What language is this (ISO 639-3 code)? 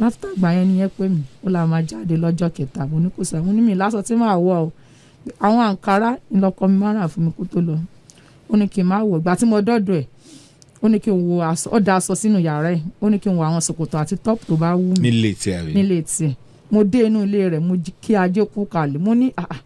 yor